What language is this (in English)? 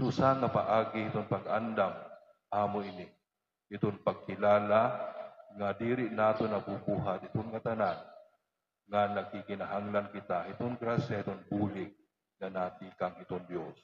Waray